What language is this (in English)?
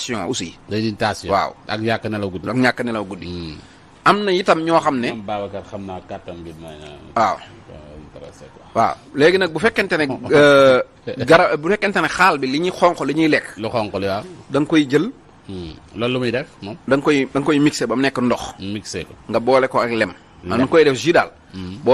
Wolof